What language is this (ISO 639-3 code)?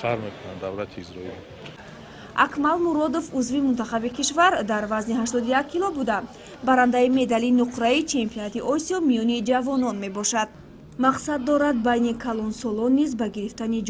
tgk